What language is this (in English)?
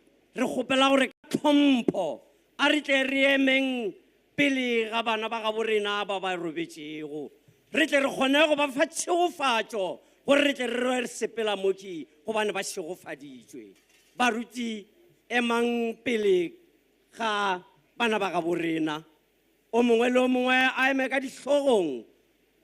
Tswana